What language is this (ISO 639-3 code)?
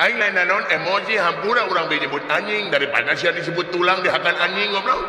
sun